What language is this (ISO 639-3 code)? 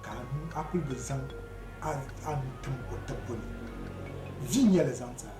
dag